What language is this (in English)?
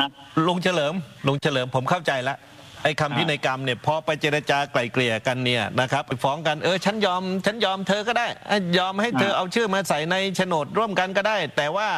Thai